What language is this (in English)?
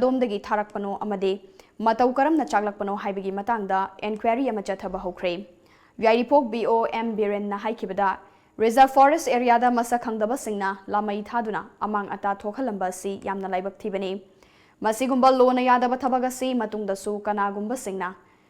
Manipuri